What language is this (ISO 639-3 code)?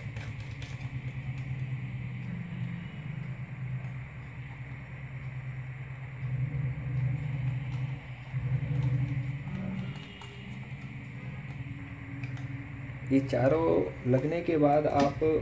hin